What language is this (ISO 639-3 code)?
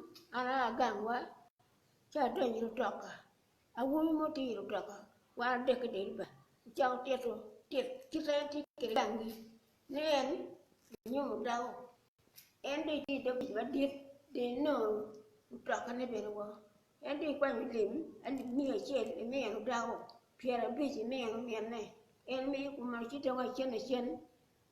ach